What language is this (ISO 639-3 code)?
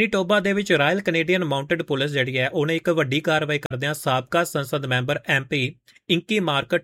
pan